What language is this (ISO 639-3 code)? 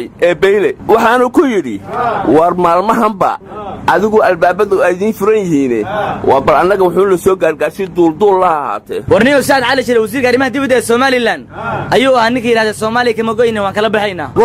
som